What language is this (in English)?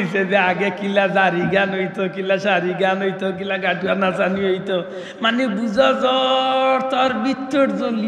Sylheti